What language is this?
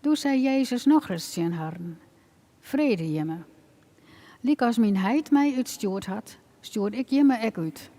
Western Frisian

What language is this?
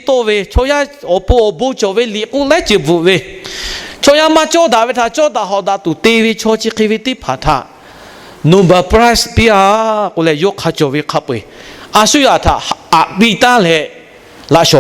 Lahu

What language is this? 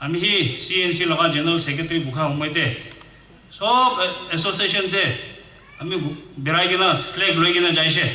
Naga Pidgin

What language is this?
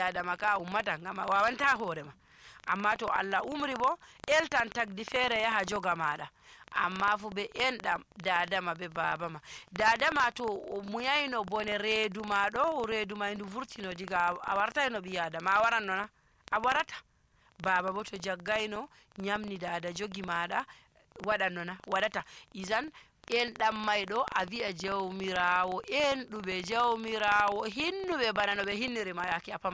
Nigerian Fulfulde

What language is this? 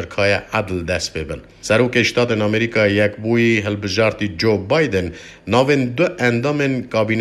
Kurdish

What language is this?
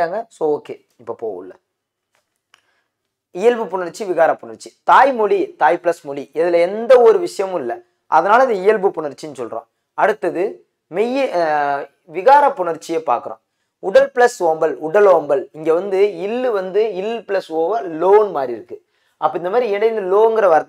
Tamil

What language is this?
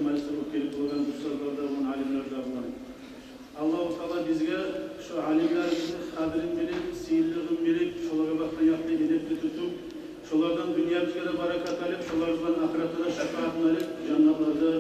Kumyk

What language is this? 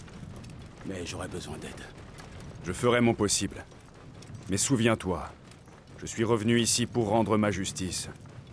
French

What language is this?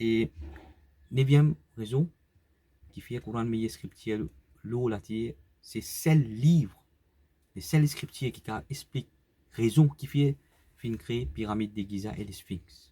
Morisyen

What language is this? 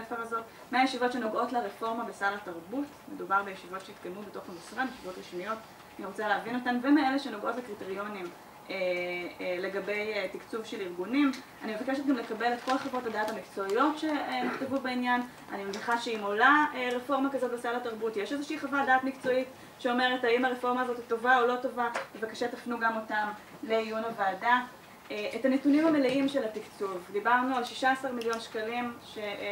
Hebrew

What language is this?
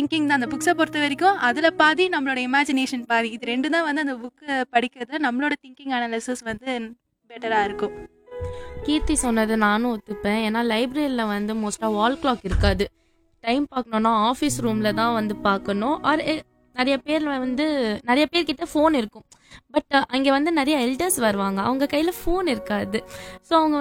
Tamil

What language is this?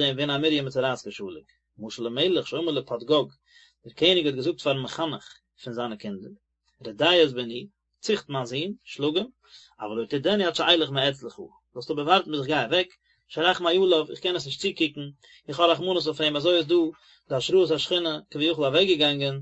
Yiddish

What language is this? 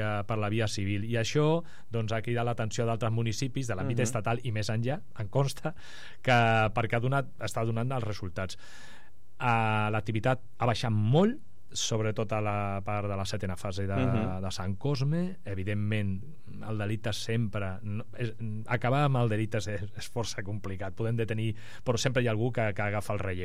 Catalan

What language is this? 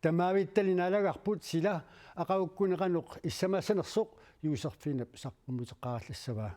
Kalaallisut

